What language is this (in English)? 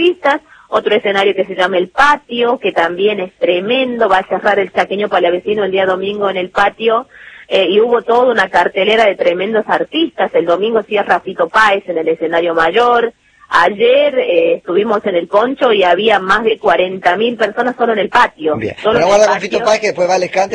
Spanish